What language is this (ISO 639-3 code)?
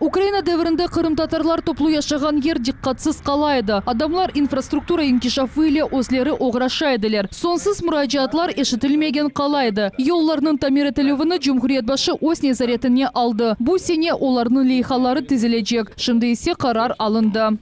crh